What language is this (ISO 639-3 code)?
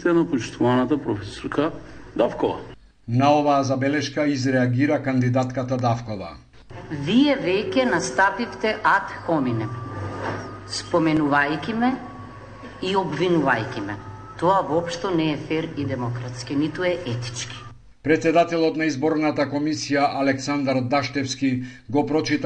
mkd